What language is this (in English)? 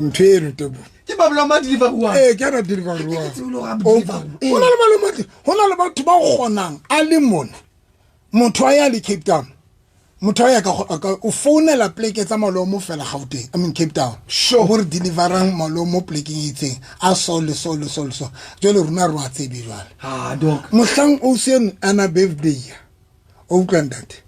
Southern Sotho